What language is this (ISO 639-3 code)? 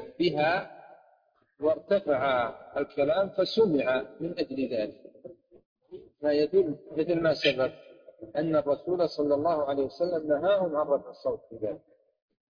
ara